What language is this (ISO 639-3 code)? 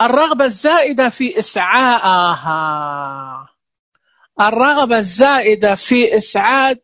ars